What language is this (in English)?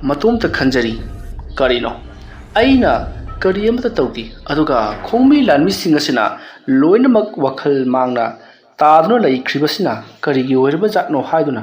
Manipuri